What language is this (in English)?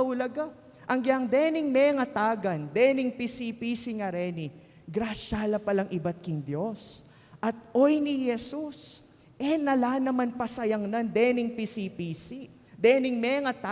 Pampanga